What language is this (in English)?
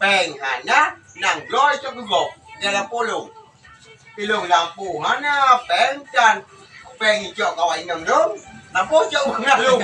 Achinese